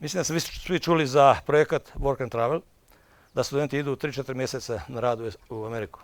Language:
Bosnian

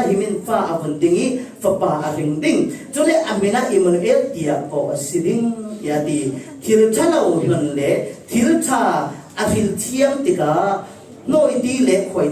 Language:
Falam Chin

